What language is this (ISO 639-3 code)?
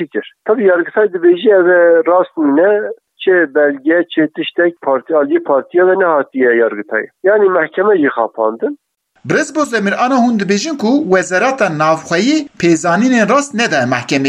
kur